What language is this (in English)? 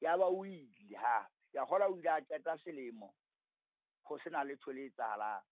Southern Sotho